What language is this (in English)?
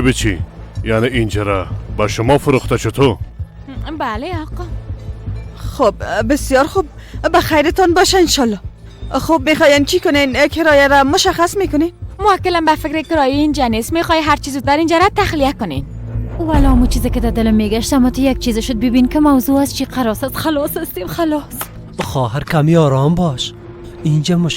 Persian